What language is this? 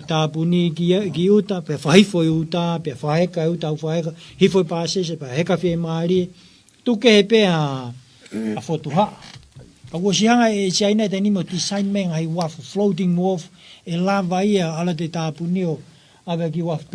Tongan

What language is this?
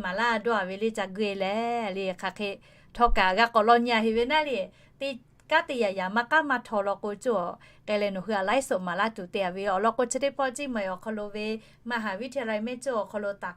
Lahu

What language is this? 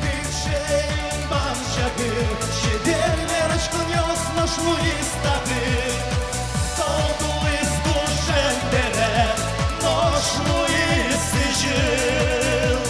Udmurt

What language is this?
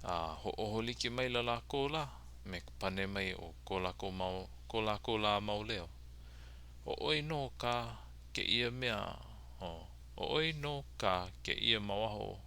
Hawaiian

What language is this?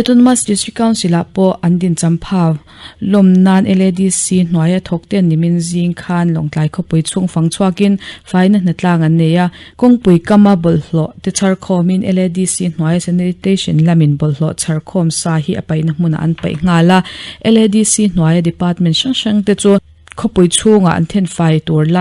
Mizo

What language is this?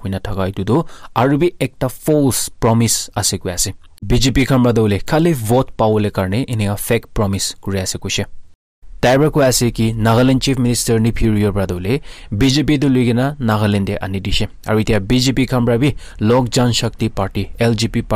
Naga Pidgin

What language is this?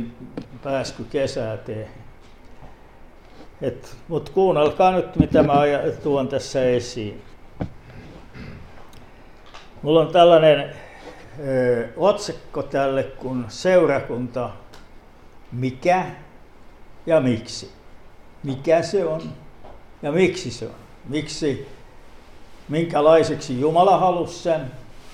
Finnish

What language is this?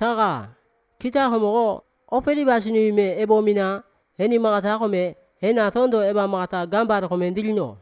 Basque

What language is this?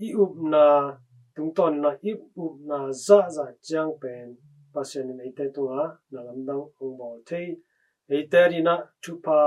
Tedim Chin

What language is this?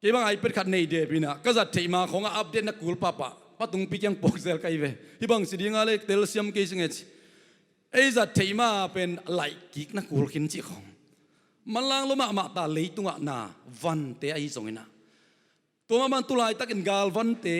Tedim Chin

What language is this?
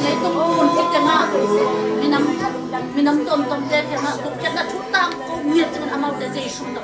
Tedim Chin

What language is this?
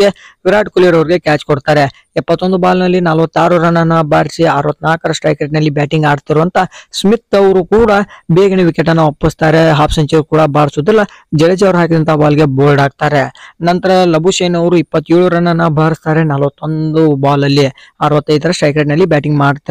Kannada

